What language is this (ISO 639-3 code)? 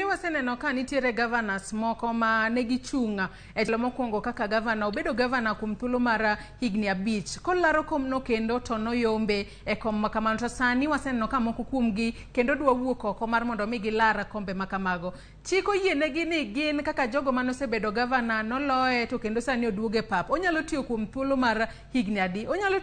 luo